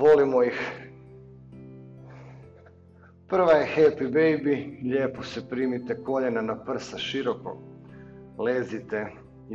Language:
Croatian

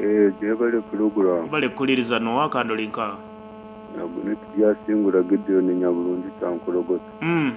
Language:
Nyoro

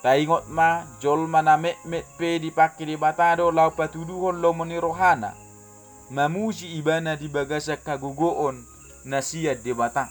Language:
Batak Toba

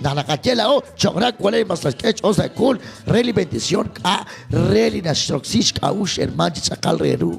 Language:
Kekchí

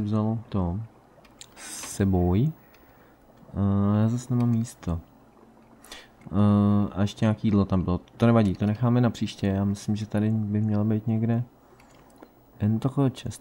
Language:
Czech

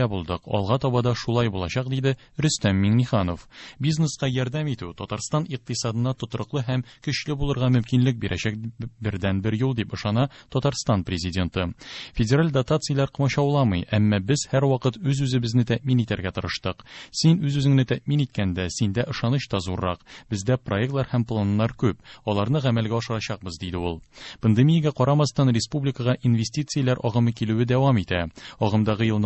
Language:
Tatar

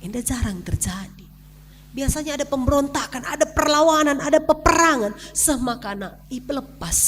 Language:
Batak Karo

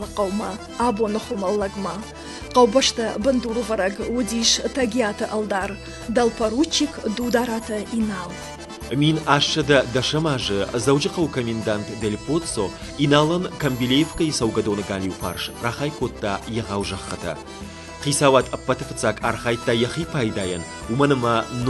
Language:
Ossetic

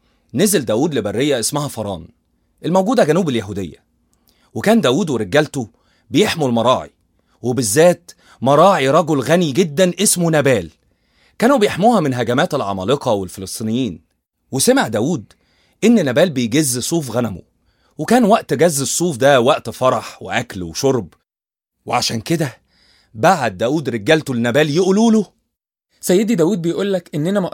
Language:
Egyptian Arabic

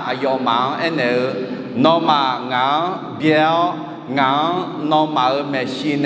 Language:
Akha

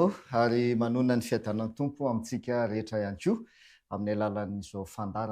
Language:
Malagasy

